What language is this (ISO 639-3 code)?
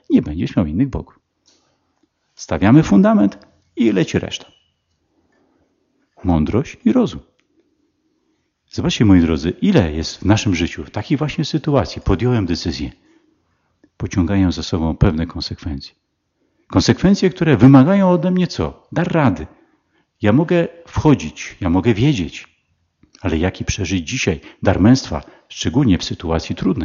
pol